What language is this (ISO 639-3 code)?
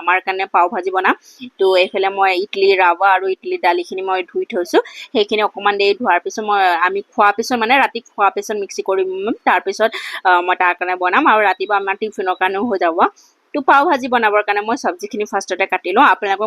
asm